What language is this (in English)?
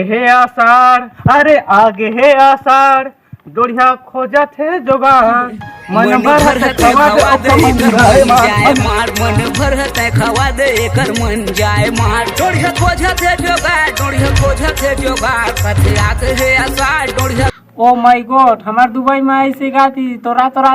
Chhattisgarhi